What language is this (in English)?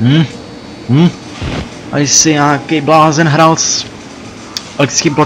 Czech